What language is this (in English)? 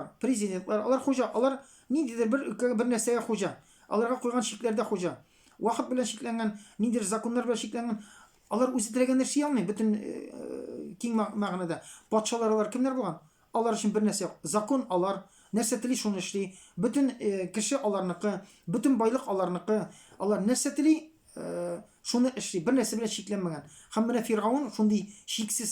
Tatar